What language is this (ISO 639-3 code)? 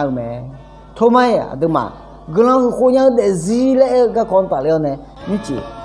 ahk